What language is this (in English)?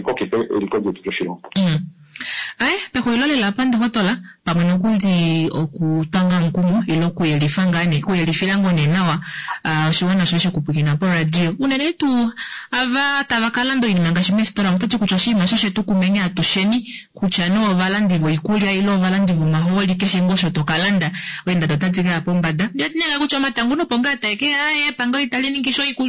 Kuanyama